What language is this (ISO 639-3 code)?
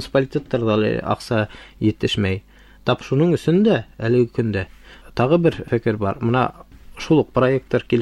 bak